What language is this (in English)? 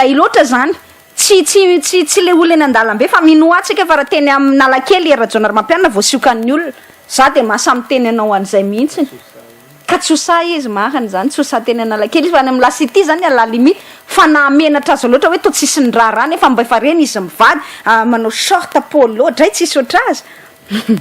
Malagasy